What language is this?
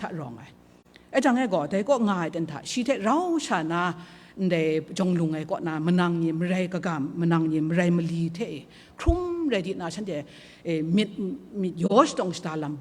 Kachin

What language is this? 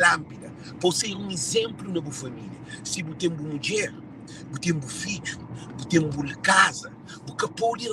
Kabuverdianu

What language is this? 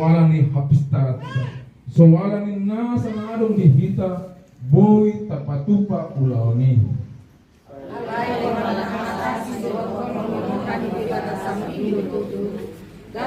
Batak Toba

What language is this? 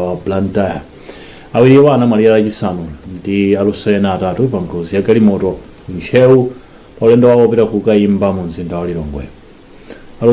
Nyanja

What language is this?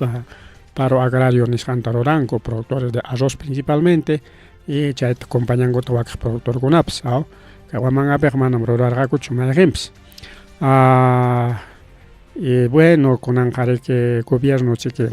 Ayacucho Quechua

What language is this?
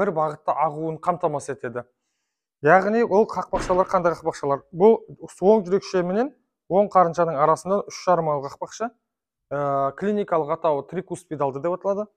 Kazakh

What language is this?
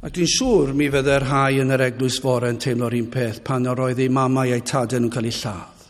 Welsh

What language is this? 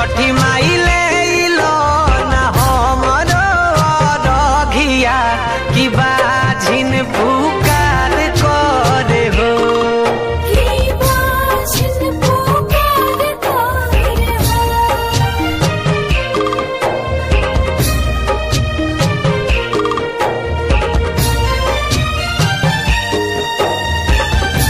Bhojpuri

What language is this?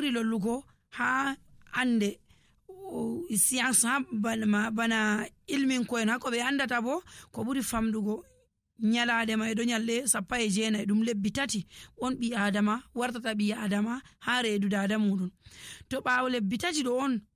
Nigerian Fulfulde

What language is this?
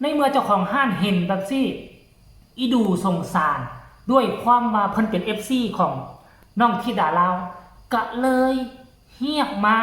Northeastern Thai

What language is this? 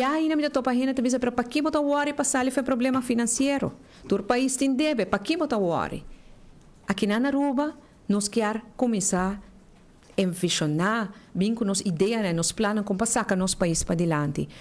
Papiamento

